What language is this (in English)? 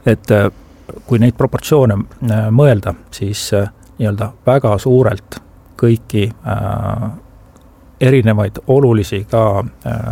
Estonian